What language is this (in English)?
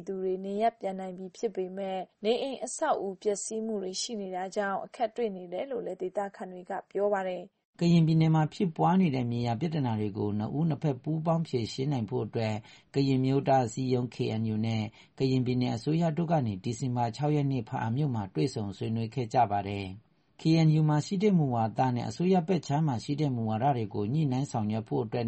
Burmese